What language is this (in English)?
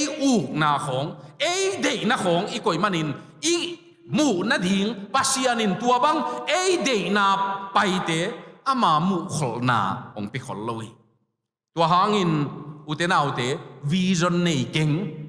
Tedim Chin